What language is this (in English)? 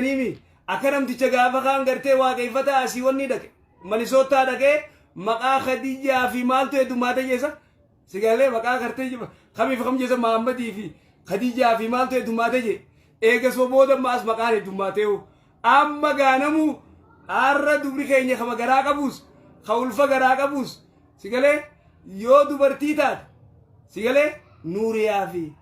Oromo